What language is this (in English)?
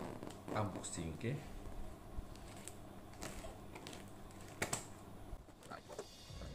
Malay